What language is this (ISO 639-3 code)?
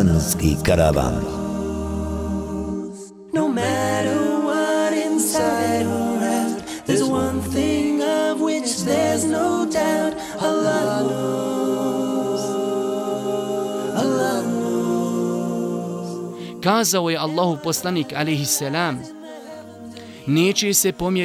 bos